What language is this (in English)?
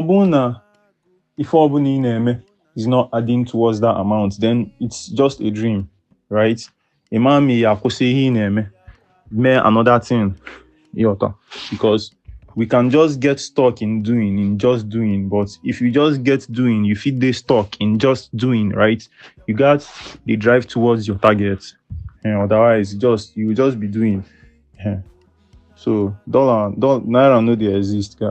Igbo